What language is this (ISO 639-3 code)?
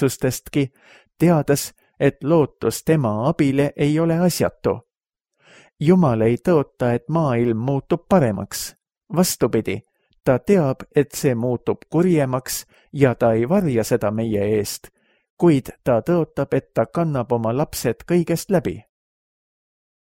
est